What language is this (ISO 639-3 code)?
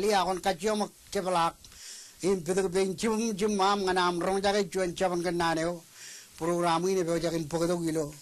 mah